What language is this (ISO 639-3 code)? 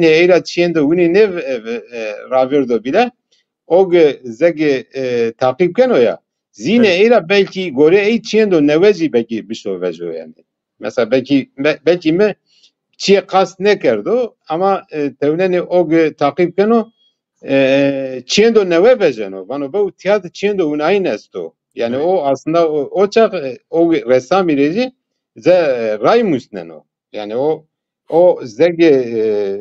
zza